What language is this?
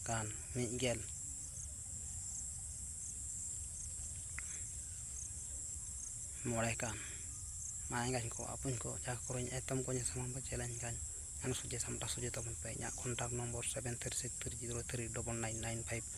Santali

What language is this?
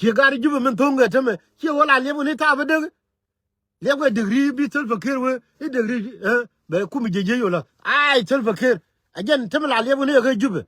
Nuer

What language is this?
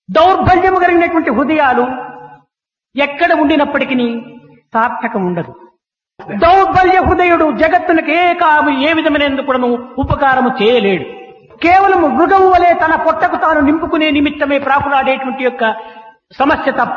Telugu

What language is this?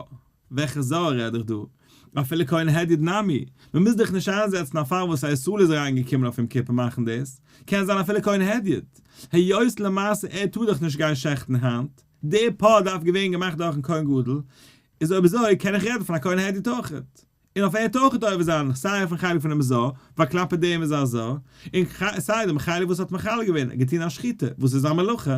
Yiddish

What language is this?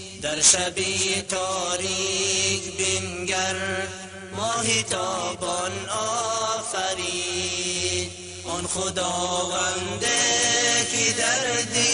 Persian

